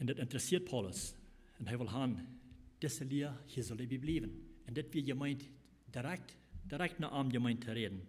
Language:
Plautdietsch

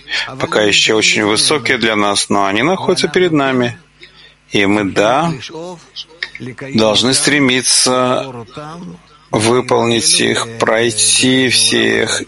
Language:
Russian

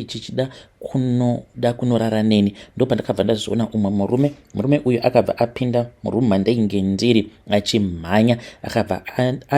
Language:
Shona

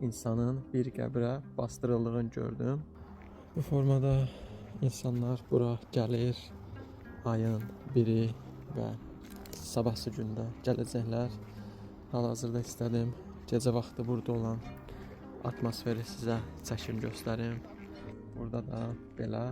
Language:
Azerbaijani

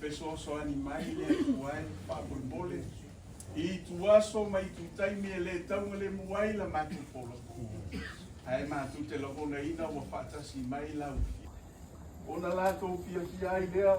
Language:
Samoan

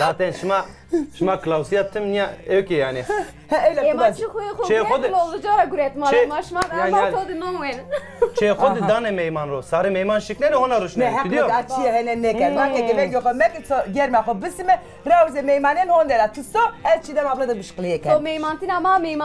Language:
Zaza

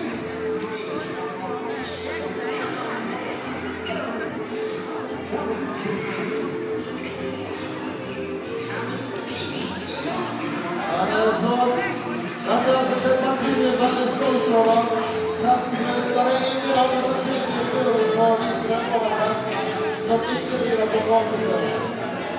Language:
Norwegian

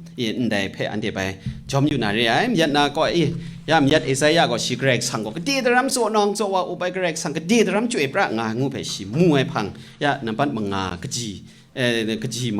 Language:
Kachin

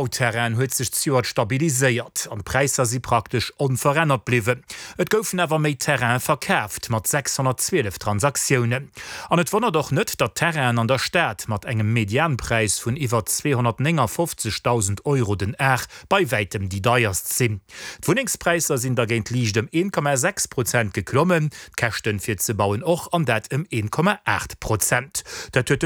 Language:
Luxembourgish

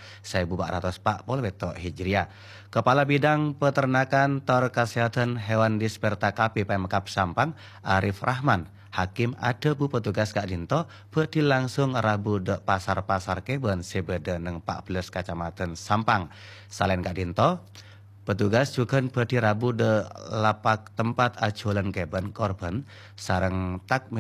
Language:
Madurese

